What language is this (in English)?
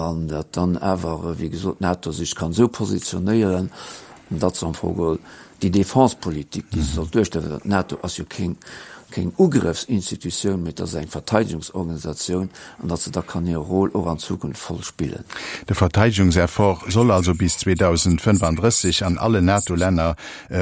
Luxembourgish